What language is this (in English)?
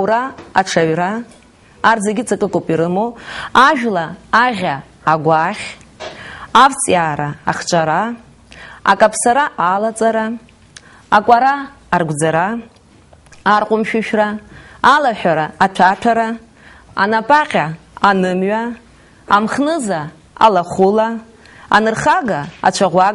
Abkhazian